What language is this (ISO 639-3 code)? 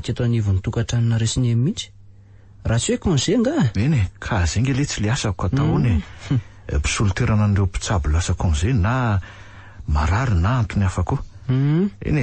mlg